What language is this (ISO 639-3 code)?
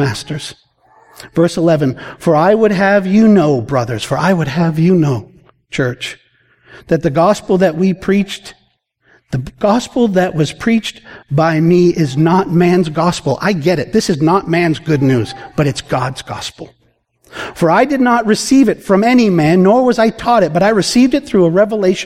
eng